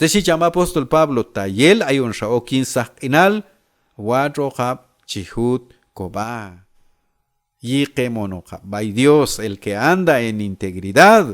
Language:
Q'anjob'al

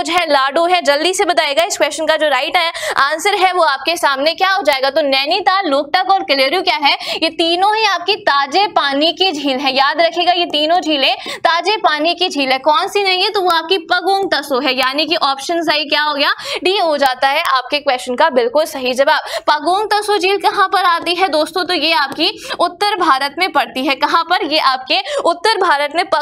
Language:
Hindi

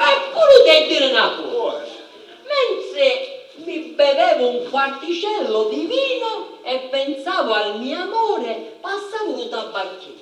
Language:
Sicilian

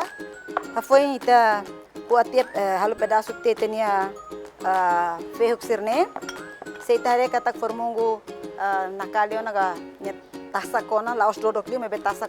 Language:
Tetum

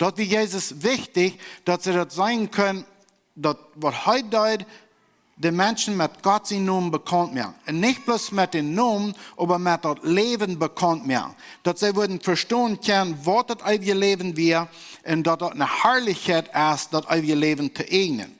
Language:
Plautdietsch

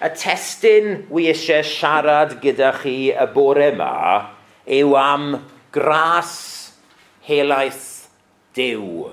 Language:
Welsh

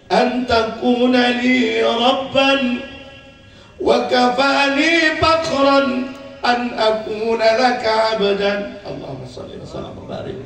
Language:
Betawi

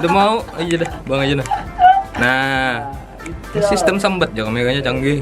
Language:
Banjar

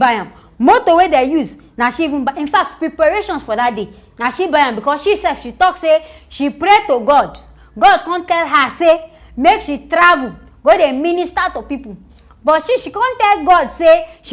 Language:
Nigerian Pidgin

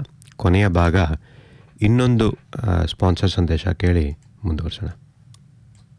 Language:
Kannada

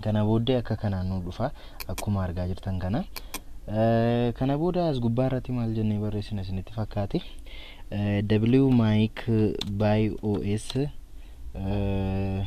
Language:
Oromo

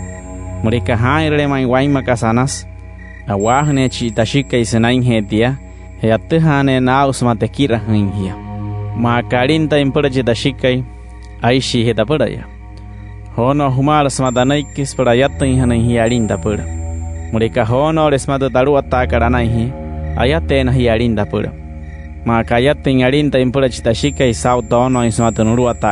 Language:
Wayuu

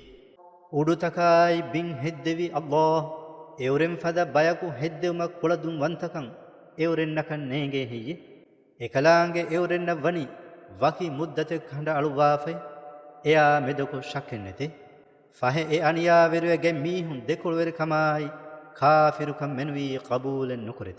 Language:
Divehi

